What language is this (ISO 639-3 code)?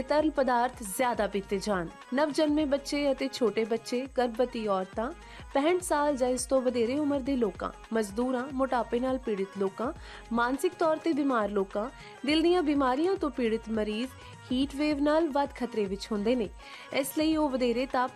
pan